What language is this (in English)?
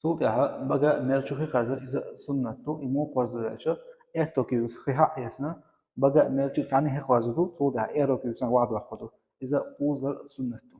Chechen